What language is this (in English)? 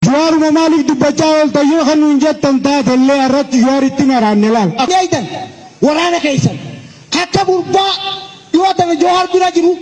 Oromo